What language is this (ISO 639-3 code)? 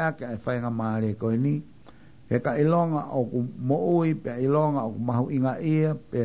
ton